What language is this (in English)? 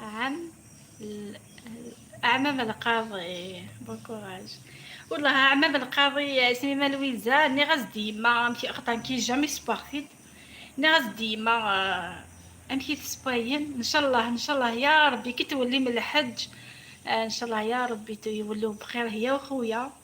Algerian Arabic